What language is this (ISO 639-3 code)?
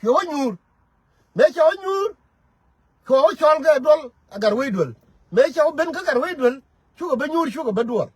nus